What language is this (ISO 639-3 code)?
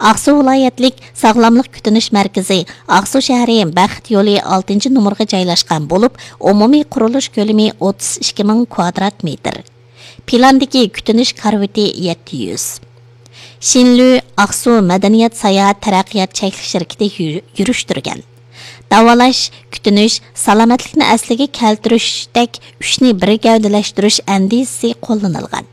uig